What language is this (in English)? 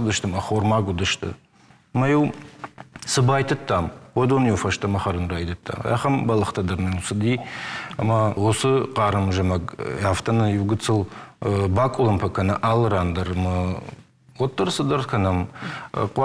Ossetic